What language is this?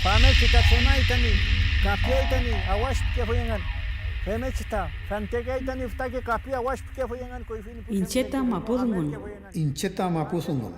Mapuche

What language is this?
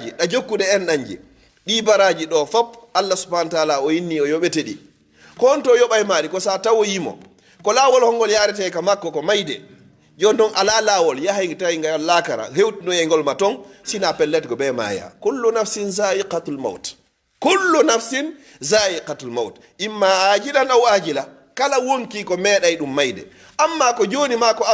Pular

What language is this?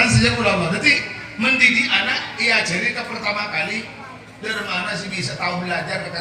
Madurese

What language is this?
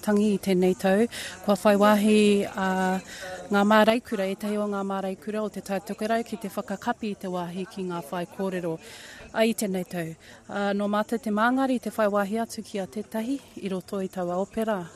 Māori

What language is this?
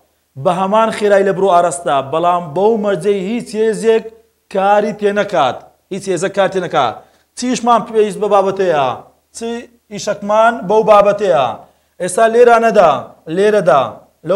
Central Kurdish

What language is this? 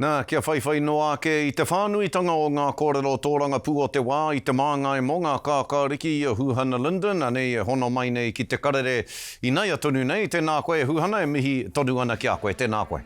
Māori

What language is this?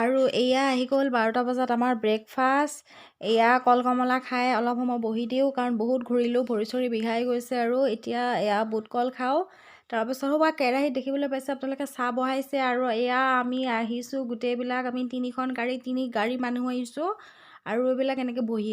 Assamese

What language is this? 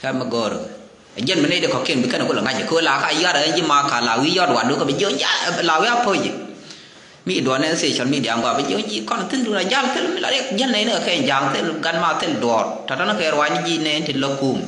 Nuer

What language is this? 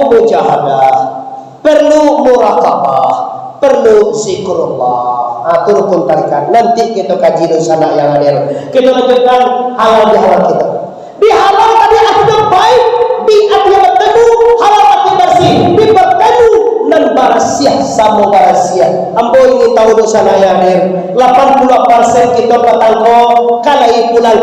Minangkabau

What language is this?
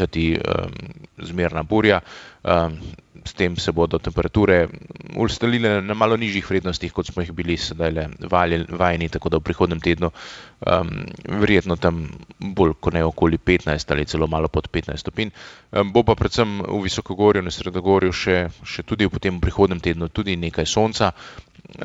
Slovenian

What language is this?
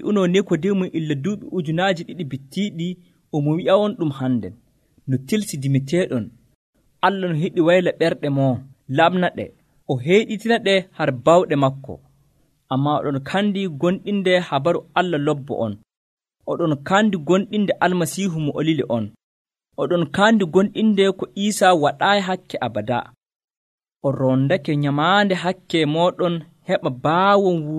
Nigerian Fulfulde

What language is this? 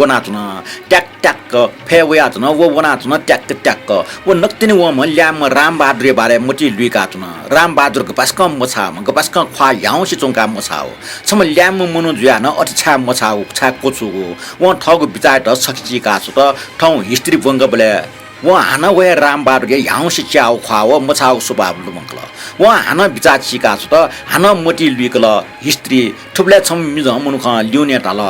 Newari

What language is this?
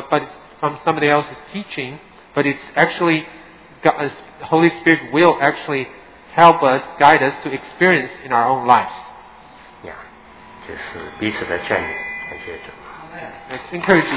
Chinese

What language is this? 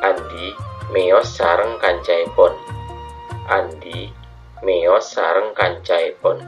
Madurese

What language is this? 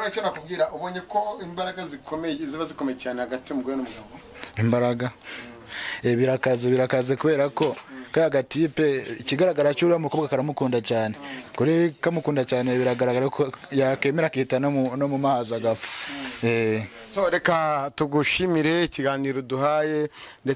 Kinyarwanda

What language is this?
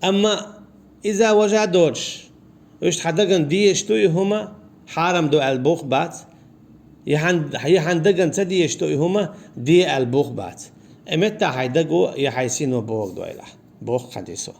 Chechen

